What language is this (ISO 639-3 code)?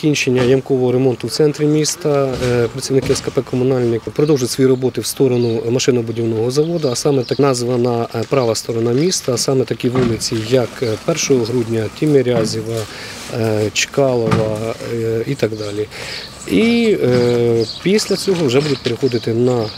ukr